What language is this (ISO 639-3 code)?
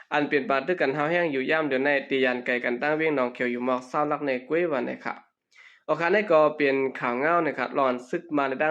shn